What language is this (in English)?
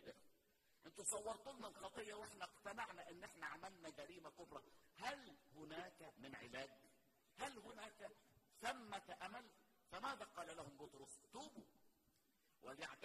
Egyptian Arabic